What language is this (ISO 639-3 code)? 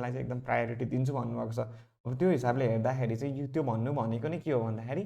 nep